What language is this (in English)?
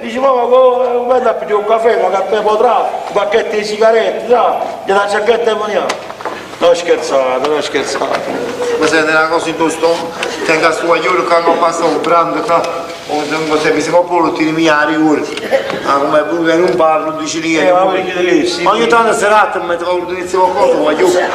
Neapolitan